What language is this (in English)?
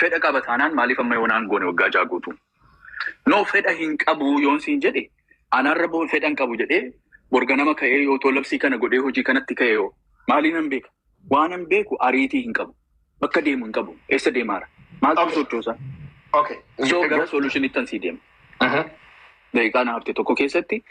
Oromo